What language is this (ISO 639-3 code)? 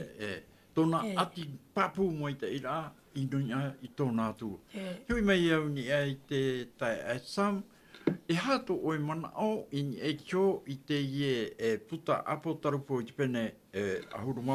tah